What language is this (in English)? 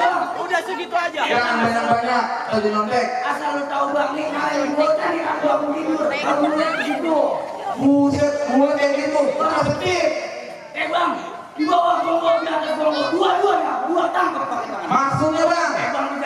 Betawi